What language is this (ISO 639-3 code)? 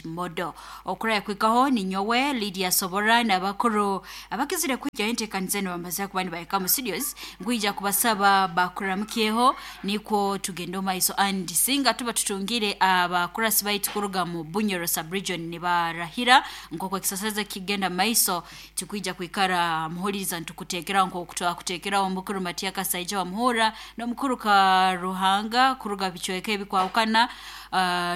nyo